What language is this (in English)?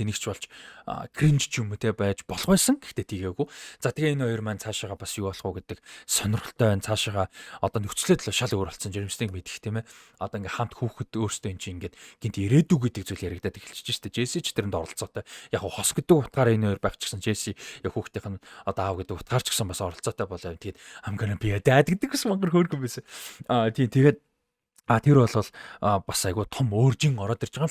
Mongolian